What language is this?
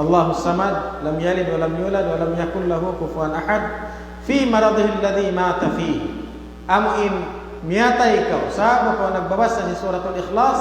Tausug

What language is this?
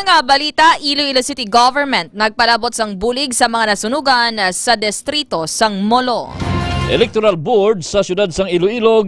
Hiligaynon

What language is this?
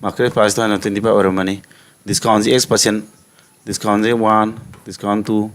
Manipuri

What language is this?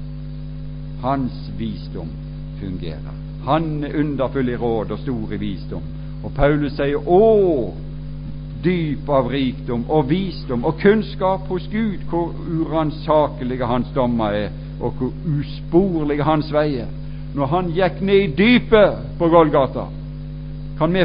Norwegian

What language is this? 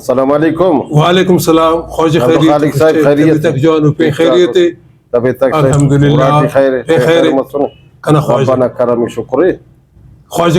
Brahui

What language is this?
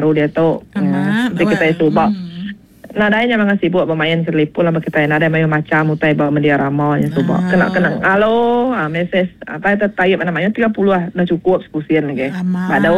Iban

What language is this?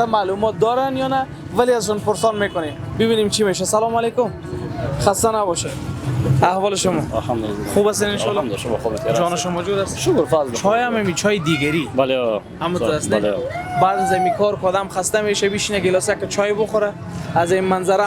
Persian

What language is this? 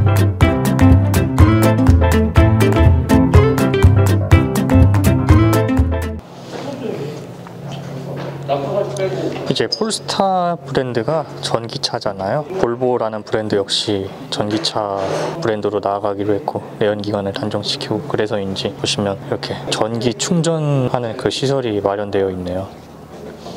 Korean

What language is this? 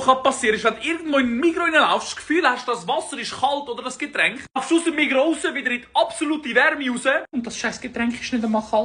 Swiss German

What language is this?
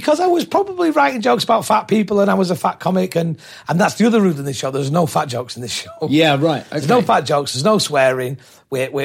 English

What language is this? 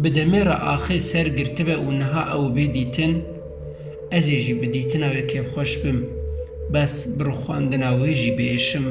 Kurdish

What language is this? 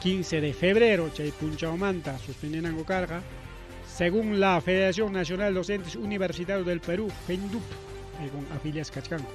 Ayacucho Quechua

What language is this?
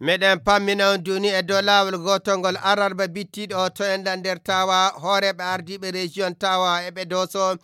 Nigerian Fulfulde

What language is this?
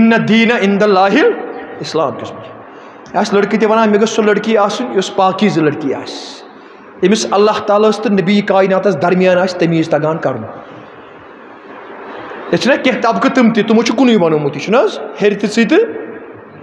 Kashmiri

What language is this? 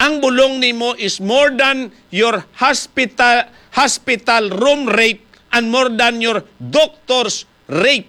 Hiligaynon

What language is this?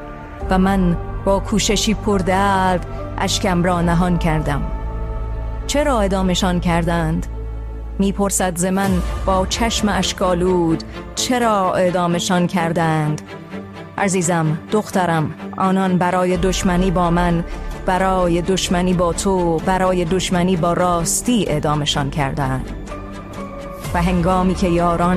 Persian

